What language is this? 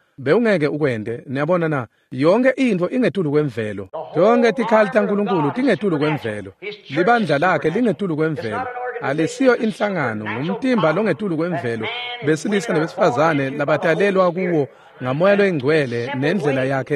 Swati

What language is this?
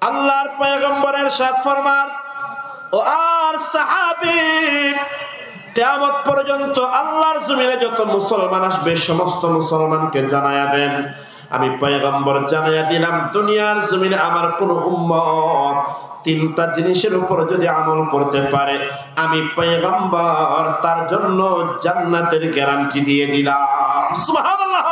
Rohingya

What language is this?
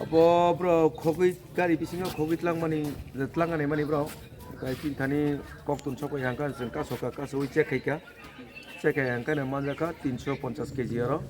Kok Borok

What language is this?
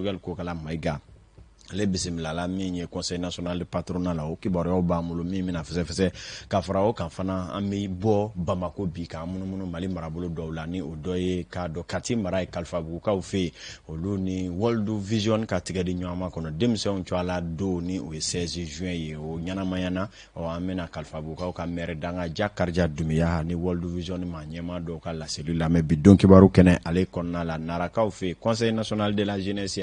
Bambara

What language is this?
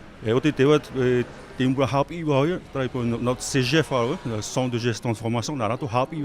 Tahitian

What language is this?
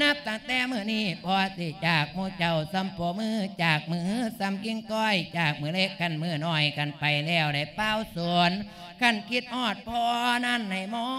Lao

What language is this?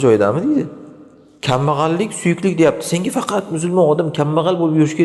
Uzbek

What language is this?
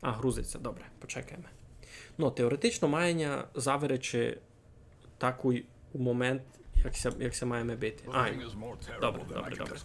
Rusyn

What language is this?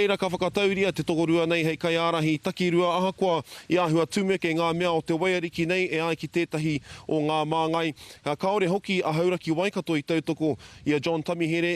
Māori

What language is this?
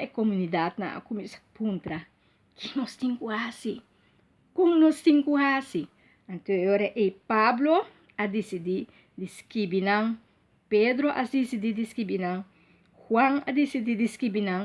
Papiamento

